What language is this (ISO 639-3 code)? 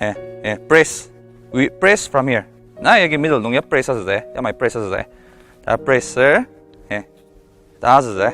njo